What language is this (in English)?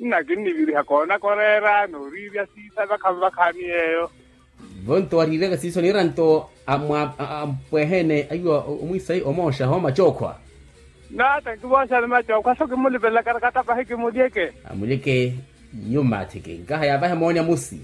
Makhuwa